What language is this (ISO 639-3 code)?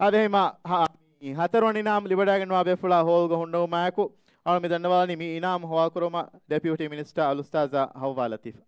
div